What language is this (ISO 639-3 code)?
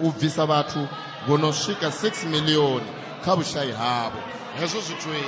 ven